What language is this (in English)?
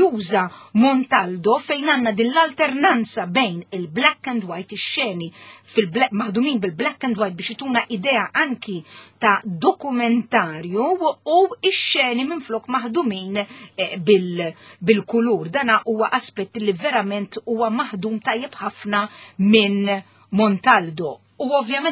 Maltese